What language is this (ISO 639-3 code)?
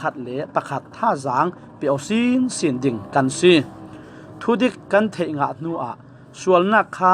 cfm